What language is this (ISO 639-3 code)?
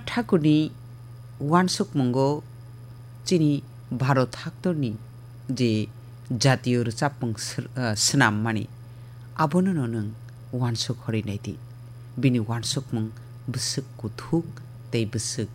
trp